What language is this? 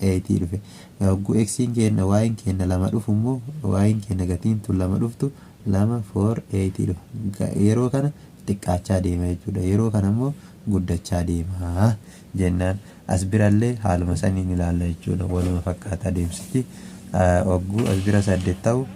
Oromo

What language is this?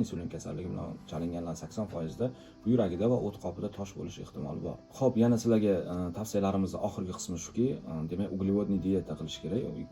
Uzbek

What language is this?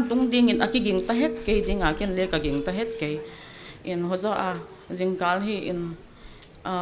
Paite Chin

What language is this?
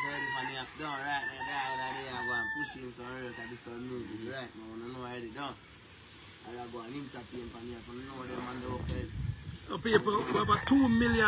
Jamaican Creole English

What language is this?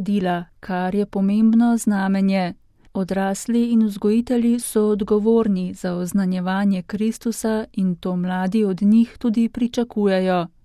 Slovenian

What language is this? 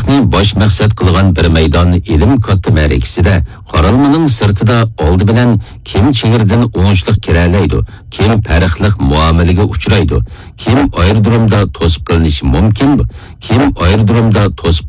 Uyghur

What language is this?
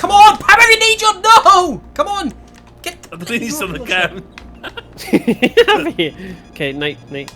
Welsh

